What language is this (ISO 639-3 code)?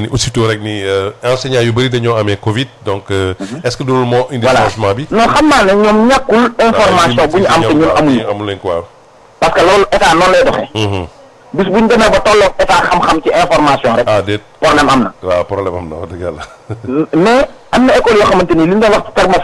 wol